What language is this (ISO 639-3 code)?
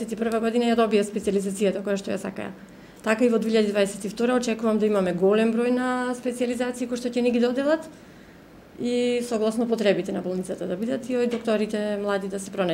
mkd